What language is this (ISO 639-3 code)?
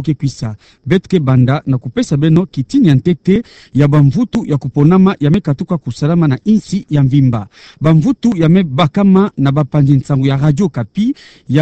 ktu